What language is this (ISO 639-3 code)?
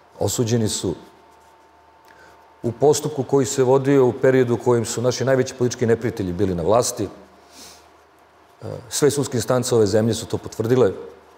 srp